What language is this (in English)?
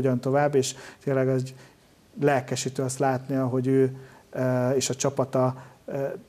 Hungarian